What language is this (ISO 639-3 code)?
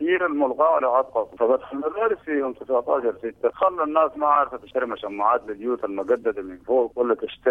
apd